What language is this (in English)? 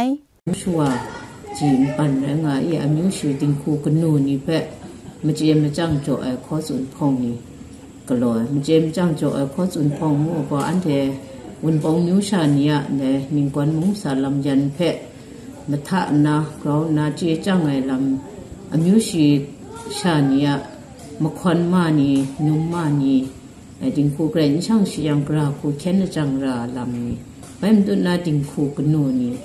Kachin